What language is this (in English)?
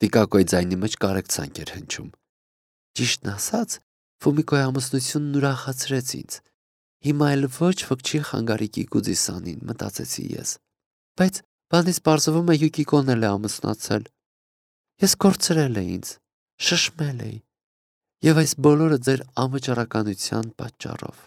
Armenian